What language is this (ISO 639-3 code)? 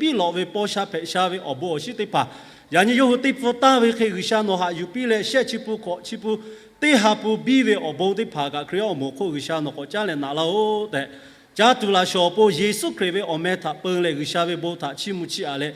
lhu